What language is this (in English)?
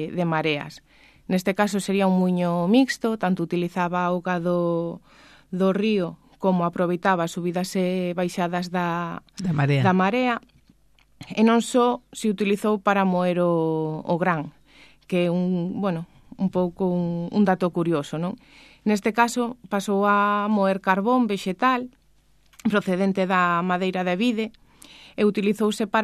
Galician